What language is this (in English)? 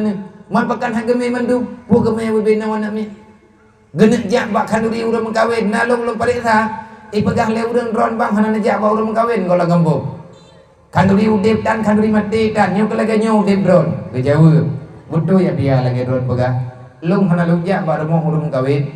Achinese